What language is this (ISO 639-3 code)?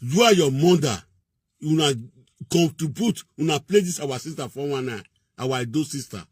pcm